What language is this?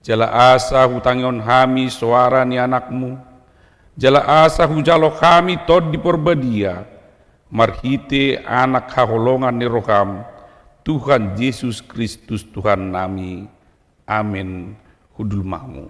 Batak Toba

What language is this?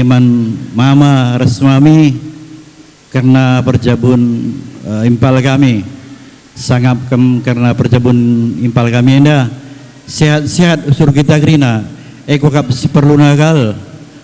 Batak Karo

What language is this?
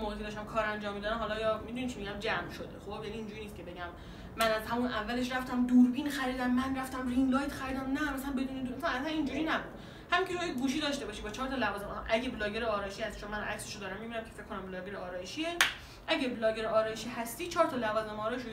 Persian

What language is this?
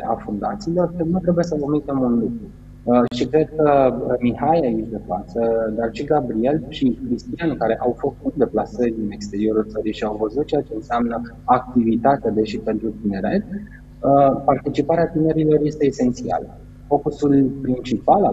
Romanian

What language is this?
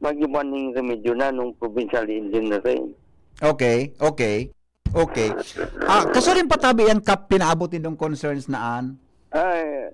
Bikol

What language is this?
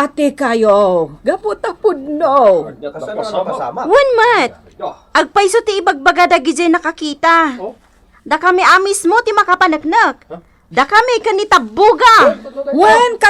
Iloko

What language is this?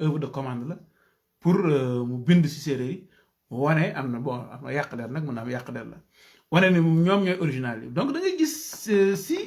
Wolof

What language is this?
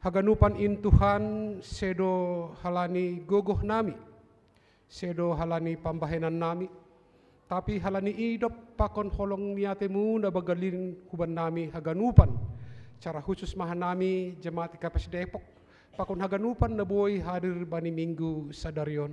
Batak Simalungun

